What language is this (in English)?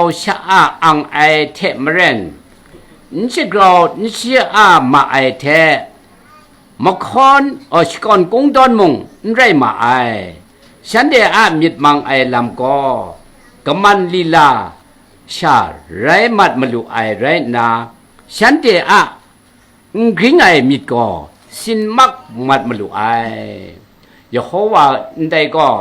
Kachin